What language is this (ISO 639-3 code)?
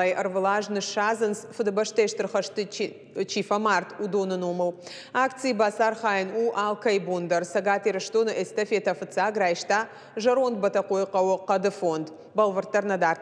oss